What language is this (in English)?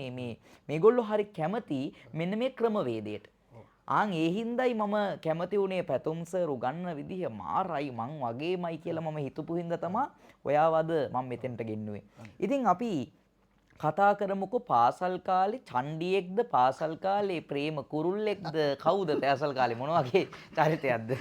Sinhala